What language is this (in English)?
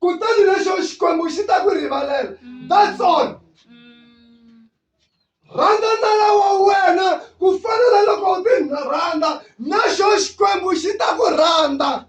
Tsonga